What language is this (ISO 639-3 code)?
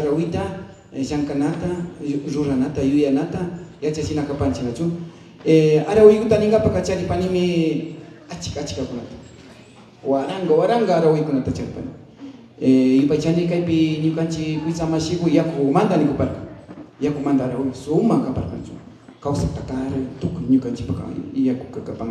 qvi